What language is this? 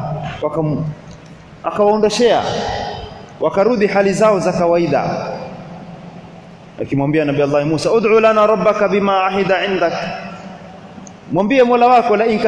Swahili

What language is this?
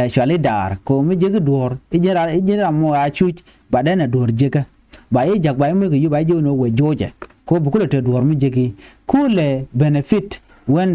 Nuer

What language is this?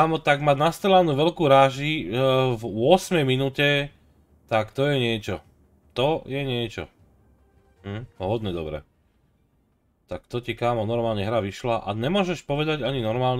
Slovak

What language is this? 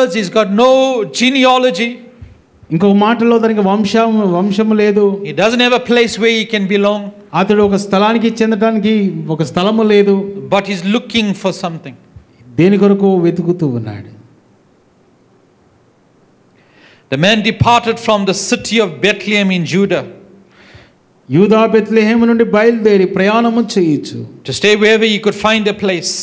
Telugu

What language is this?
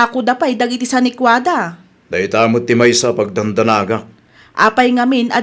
Iloko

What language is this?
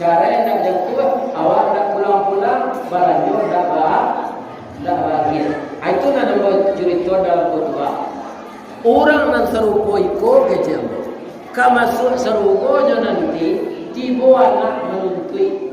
Minangkabau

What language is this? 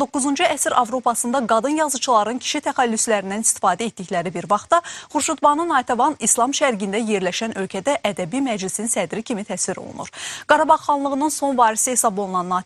Azerbaijani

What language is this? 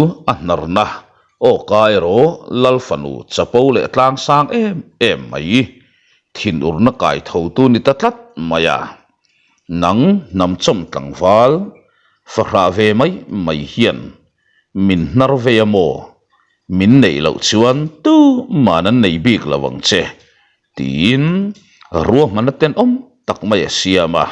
Mizo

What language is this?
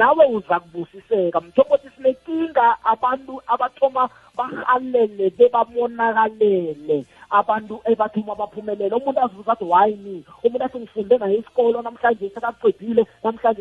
South Ndebele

